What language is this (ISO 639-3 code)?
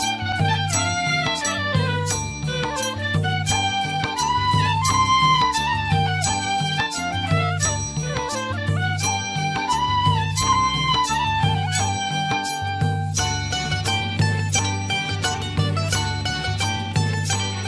new